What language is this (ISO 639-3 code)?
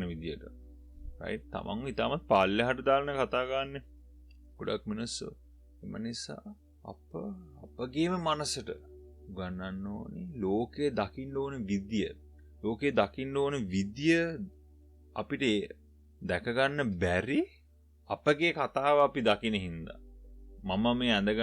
sin